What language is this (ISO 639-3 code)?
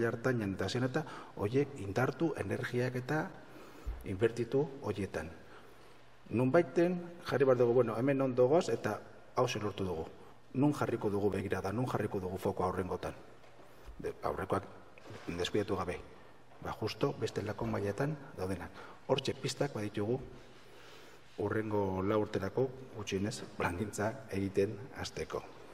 eus